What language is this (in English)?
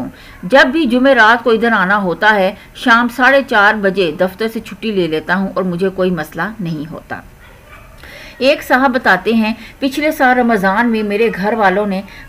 Urdu